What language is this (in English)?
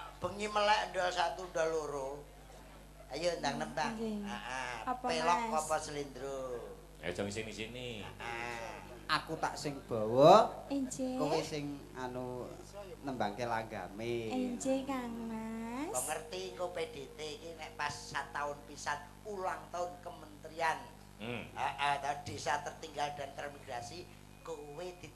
Javanese